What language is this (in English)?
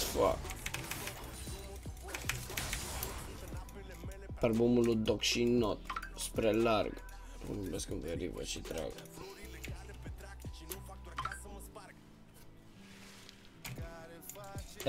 Romanian